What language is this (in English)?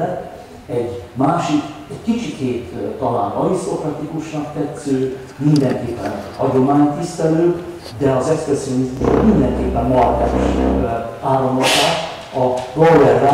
Hungarian